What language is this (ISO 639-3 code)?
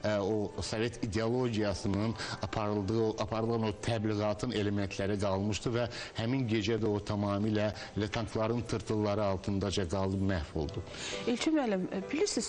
aze